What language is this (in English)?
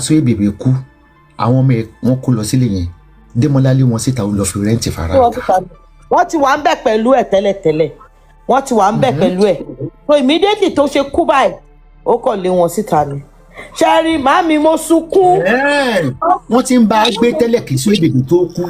Yoruba